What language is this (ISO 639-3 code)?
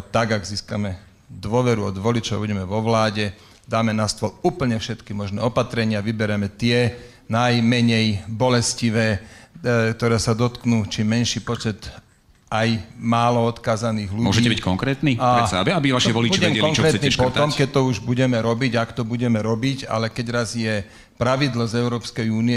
slk